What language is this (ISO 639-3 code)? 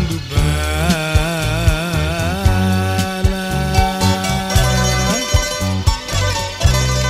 ell